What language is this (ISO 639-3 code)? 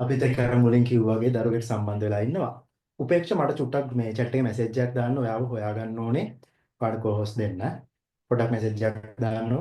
sin